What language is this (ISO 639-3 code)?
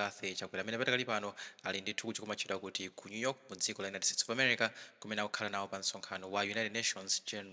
nya